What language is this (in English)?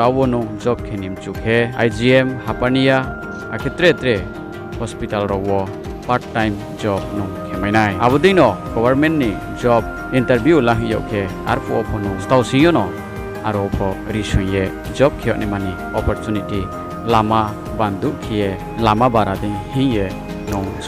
Riang (India)